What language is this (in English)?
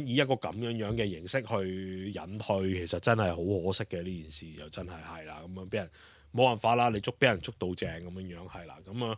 Cantonese